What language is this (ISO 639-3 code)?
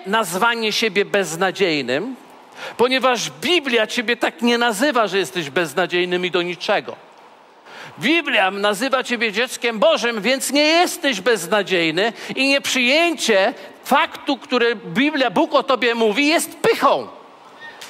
pol